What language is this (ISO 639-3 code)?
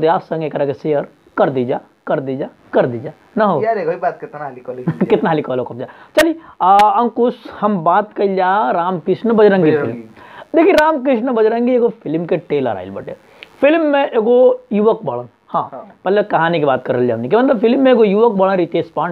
bho